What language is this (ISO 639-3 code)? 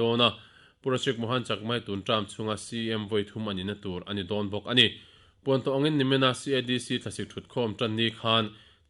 lus